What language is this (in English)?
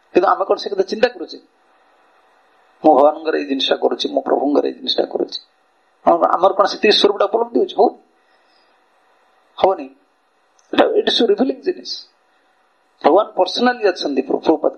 Odia